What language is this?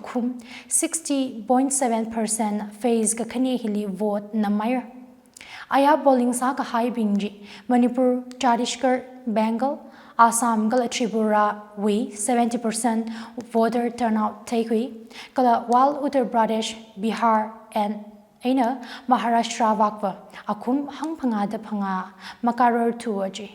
Tangkhul Naga (India)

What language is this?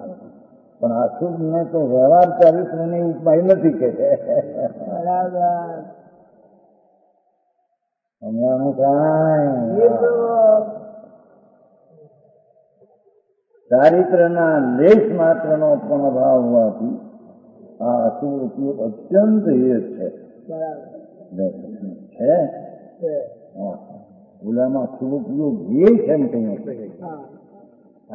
Gujarati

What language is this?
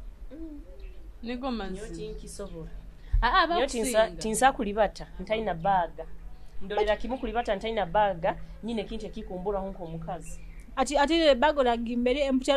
Nyoro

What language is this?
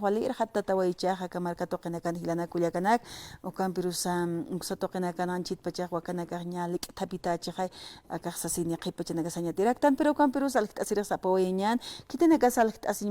Aymara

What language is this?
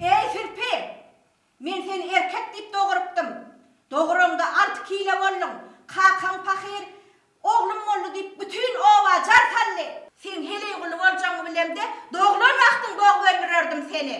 Turkmen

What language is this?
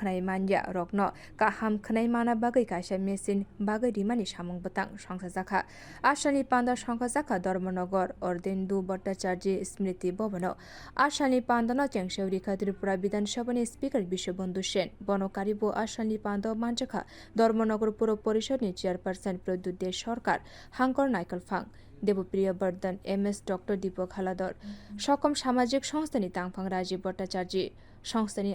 Kok Borok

